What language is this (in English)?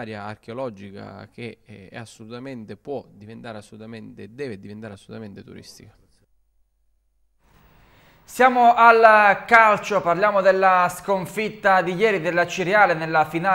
Italian